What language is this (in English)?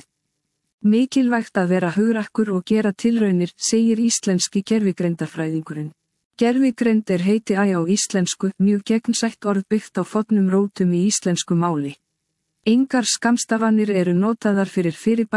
Icelandic